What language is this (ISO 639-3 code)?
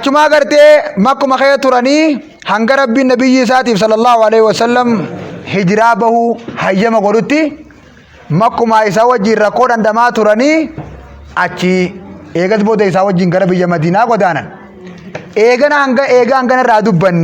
orm